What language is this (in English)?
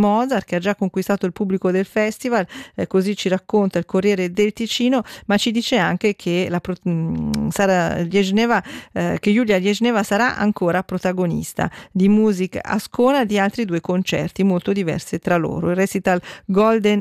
Italian